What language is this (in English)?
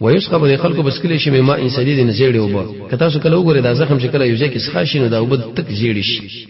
Pashto